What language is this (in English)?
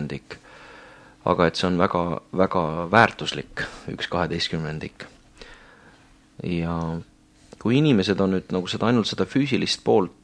Estonian